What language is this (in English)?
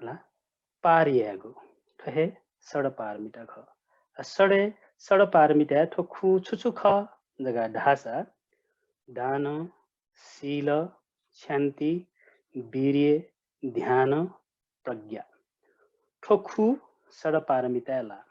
Newari